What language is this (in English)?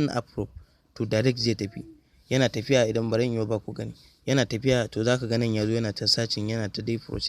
Hausa